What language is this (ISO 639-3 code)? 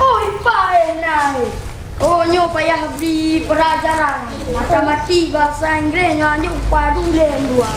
ace